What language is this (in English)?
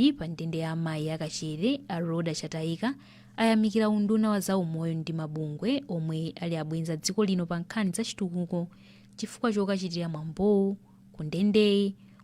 Nyanja